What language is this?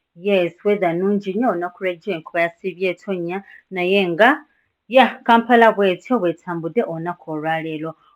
Ganda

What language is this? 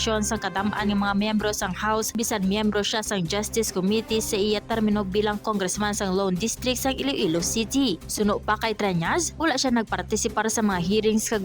Hiligaynon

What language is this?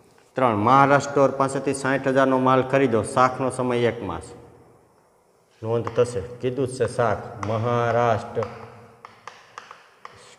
Gujarati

